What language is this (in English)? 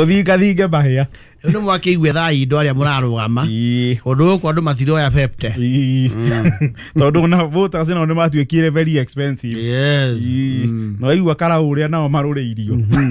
Kikuyu